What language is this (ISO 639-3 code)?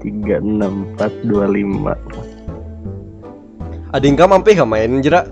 bjn